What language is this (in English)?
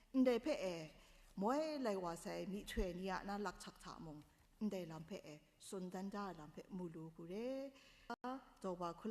Kachin